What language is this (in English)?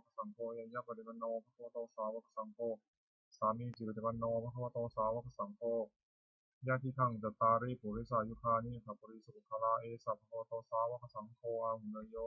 Pali